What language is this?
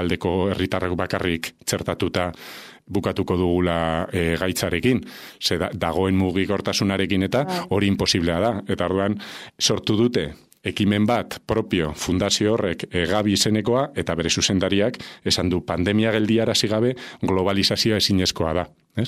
Basque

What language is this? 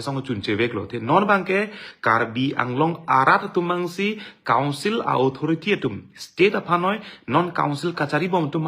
Karbi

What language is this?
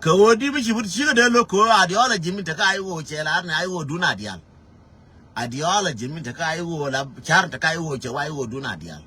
Nuer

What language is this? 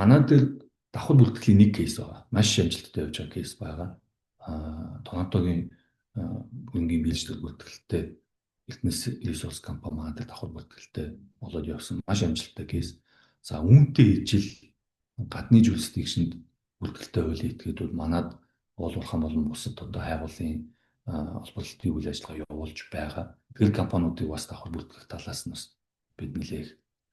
Mongolian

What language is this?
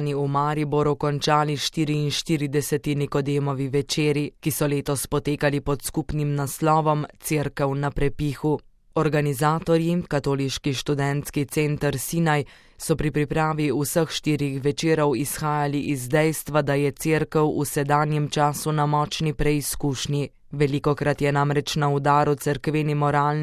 Slovenian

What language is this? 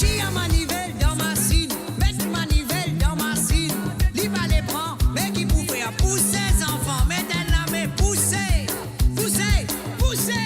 Morisyen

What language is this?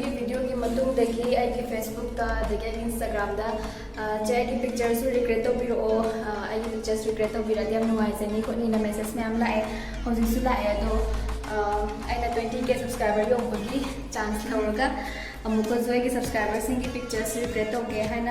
Manipuri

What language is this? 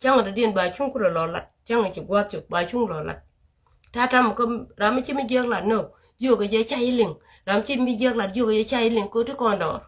Nuer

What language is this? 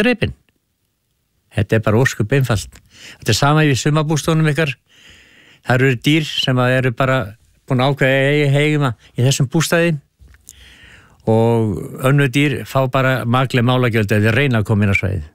Icelandic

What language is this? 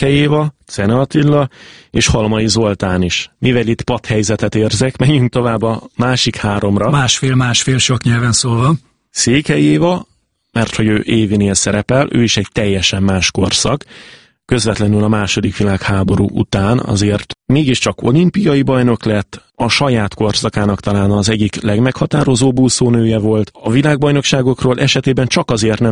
Hungarian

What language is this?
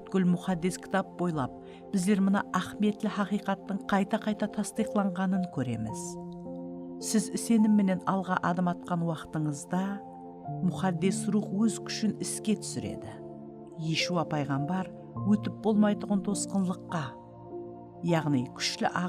Kara-Kalpak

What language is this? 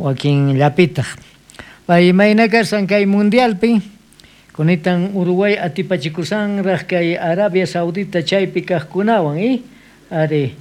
South Bolivian Quechua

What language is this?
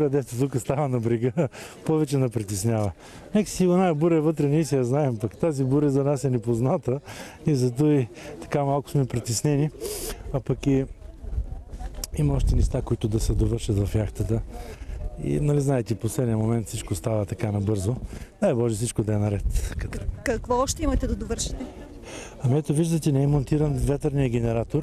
Bulgarian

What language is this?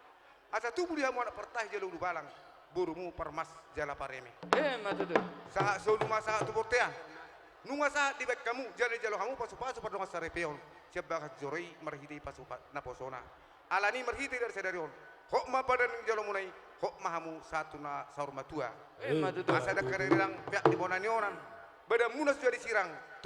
Batak Toba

